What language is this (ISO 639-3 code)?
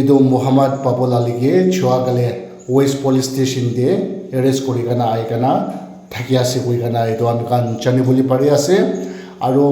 nag